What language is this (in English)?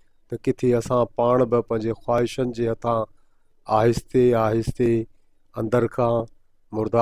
Sindhi